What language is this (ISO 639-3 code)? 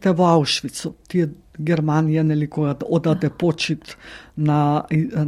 mkd